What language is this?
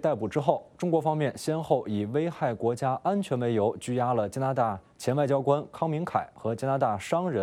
Chinese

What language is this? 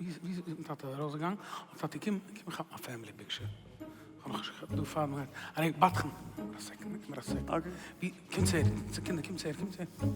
Yiddish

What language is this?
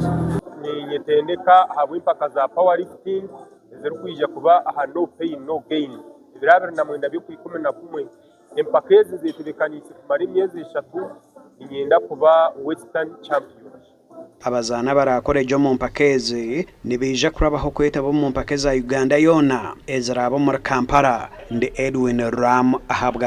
Nyankole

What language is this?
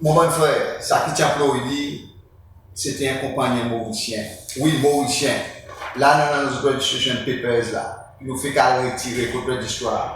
Seselwa Creole French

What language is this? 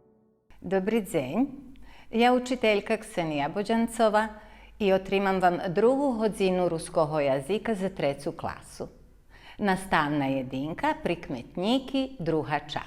Rusyn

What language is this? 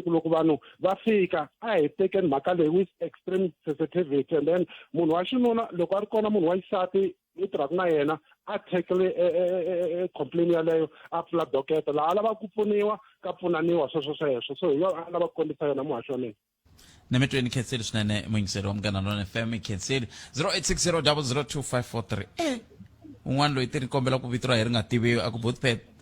Tsonga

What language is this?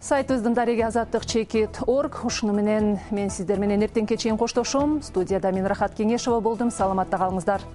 Kyrgyz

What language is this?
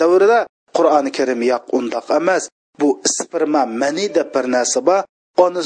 Uyghur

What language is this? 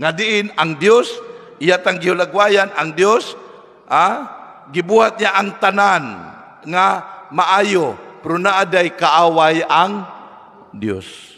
Cebuano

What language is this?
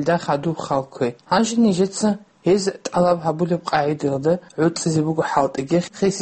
Avaric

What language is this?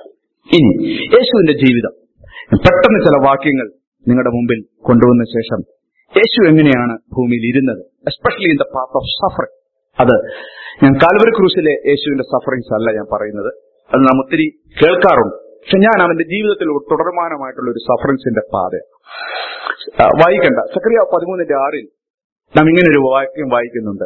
Malayalam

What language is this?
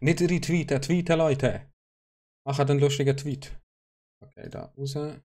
Swiss German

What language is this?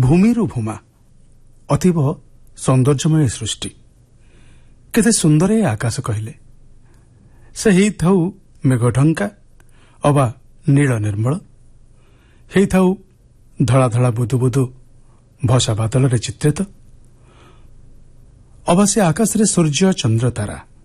Odia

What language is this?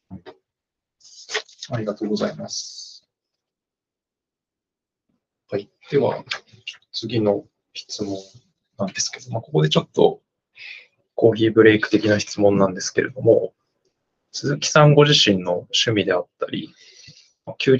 Japanese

